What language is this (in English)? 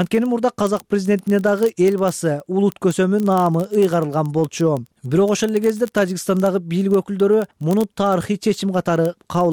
Kyrgyz